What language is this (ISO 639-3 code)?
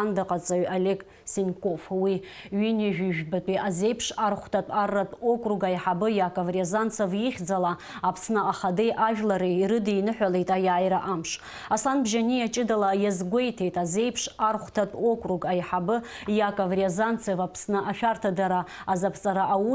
abk